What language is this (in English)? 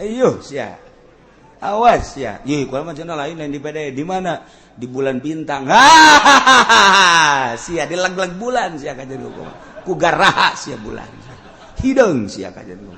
Sundanese